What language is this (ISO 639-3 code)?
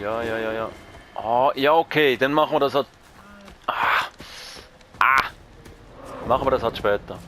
gsw